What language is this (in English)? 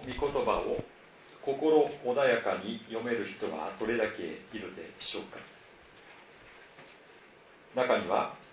Japanese